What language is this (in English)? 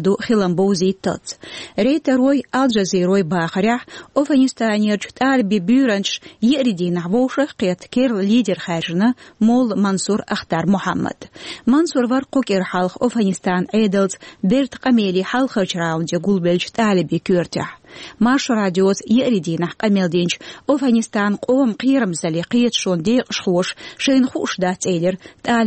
Chechen